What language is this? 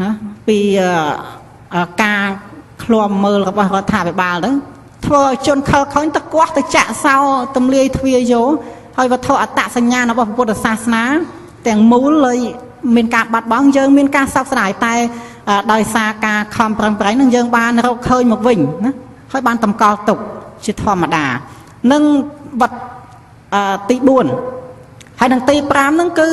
Khmer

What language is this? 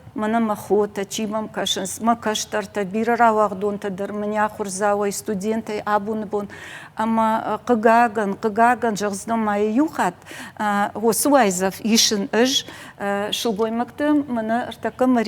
Ossetic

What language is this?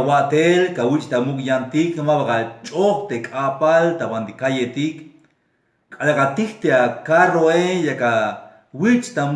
Tzeltal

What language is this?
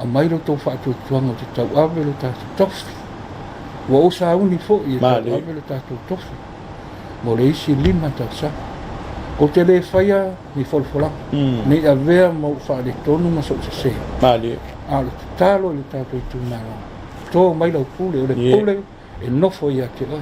Samoan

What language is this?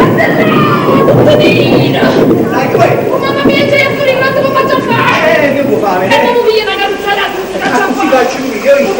Neapolitan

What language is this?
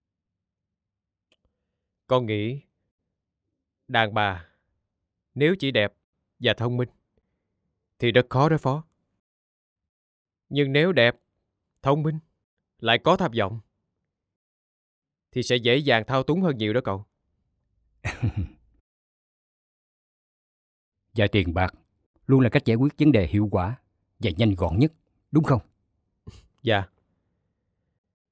Vietnamese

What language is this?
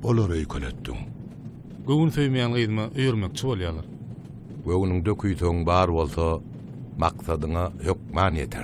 Turkmen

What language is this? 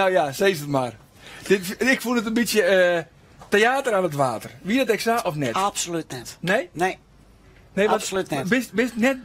Western Frisian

